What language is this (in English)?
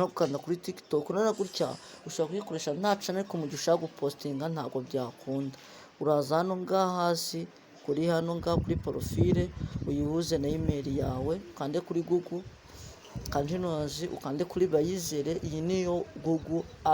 Kinyarwanda